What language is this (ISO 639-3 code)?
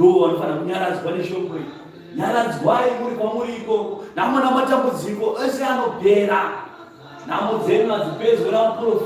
sna